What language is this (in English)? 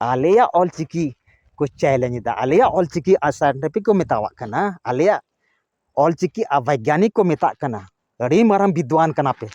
Santali